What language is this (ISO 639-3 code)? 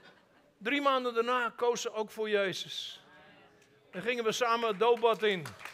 nld